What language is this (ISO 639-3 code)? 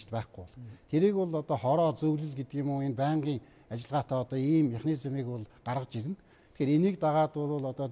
mon